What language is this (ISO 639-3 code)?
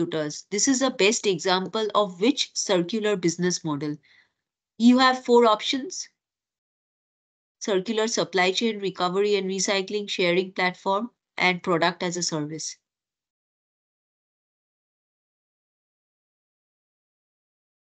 eng